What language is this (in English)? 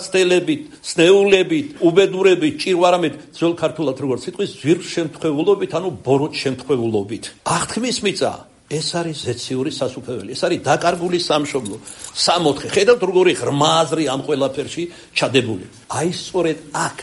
Georgian